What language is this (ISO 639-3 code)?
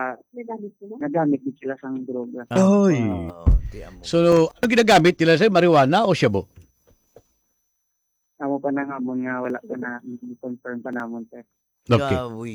hil